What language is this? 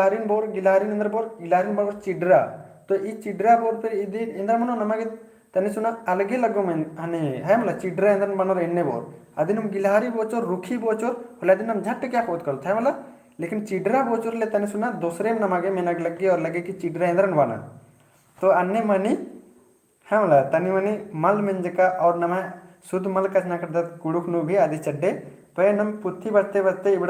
Kurukh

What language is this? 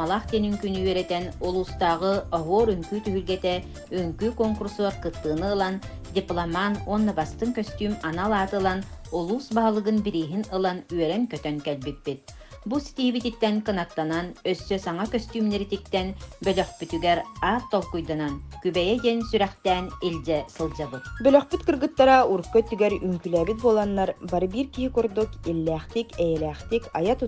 Yakut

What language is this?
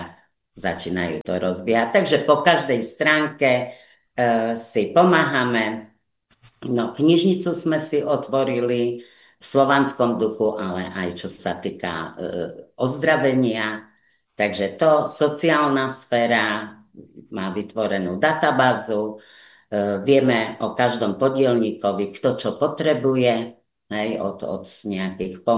Slovak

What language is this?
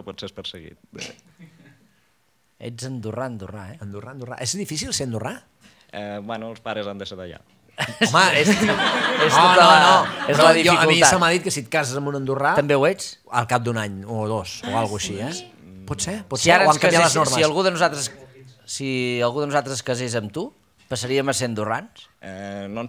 Catalan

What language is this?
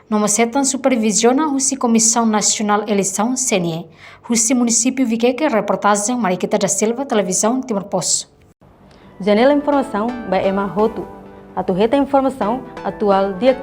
Tetum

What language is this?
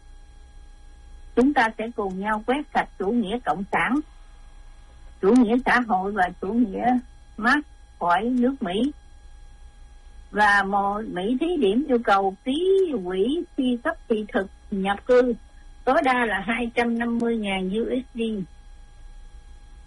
Vietnamese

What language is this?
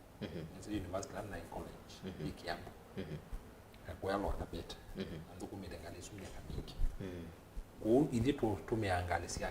Kamba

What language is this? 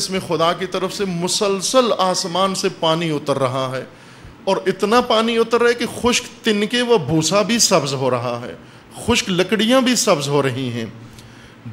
Urdu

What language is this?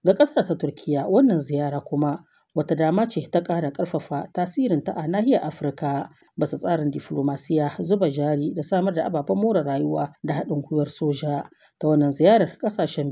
Hausa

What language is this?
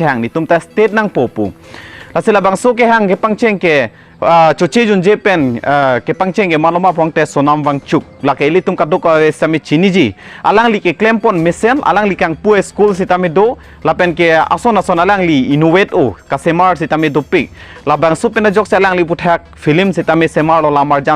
Karbi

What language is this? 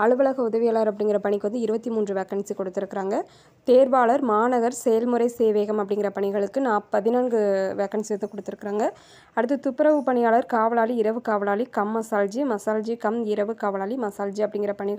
Tamil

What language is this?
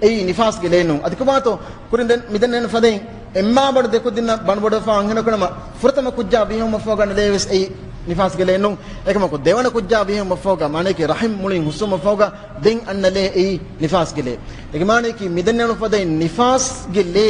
Divehi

